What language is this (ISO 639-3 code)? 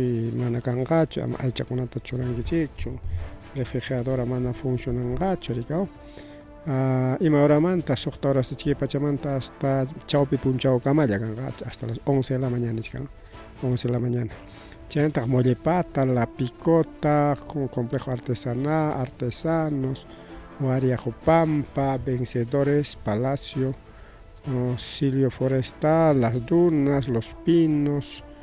quy